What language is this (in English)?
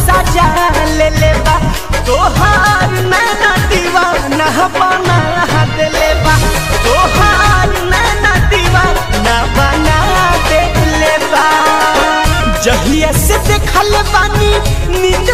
Bhojpuri